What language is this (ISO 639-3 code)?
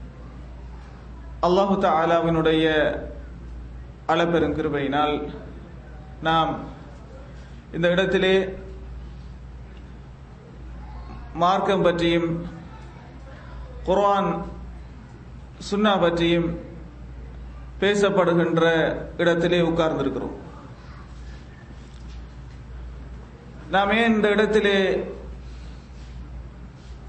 tam